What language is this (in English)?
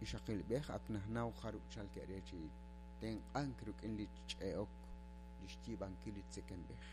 Kekchí